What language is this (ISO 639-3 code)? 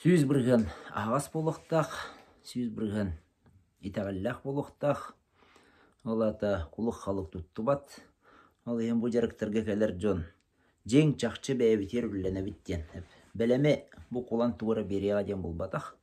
sah